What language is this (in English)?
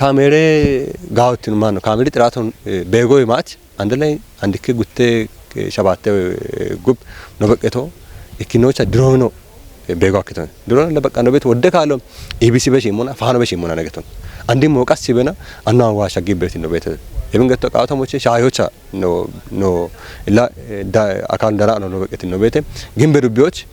Kafa